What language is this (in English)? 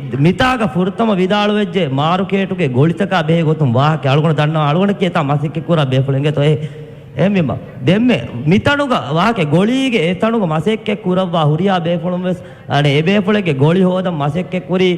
Divehi